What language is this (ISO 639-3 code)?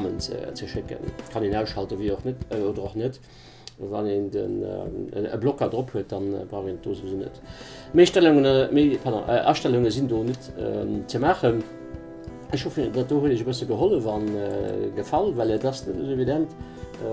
ltz